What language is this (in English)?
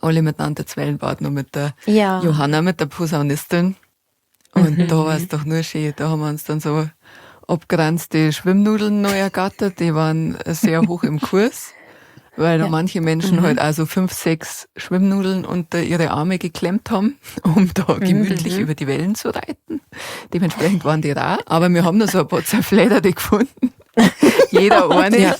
Bavarian